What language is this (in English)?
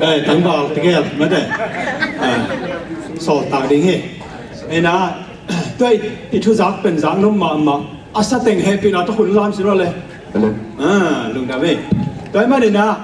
Tedim Chin